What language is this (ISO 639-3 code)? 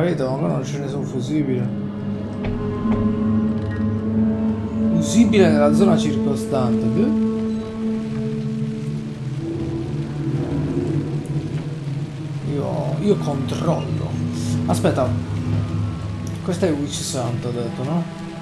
ita